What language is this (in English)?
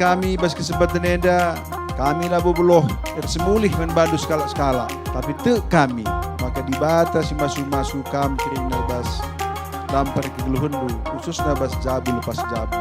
Batak Karo